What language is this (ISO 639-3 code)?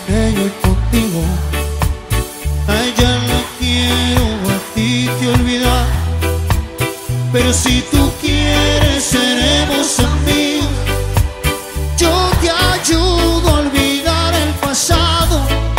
spa